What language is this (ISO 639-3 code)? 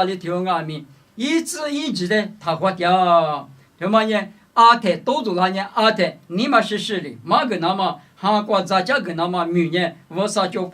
lis